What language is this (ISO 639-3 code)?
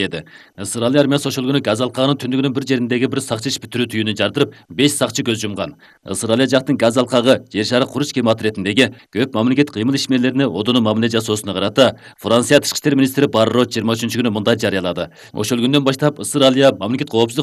kir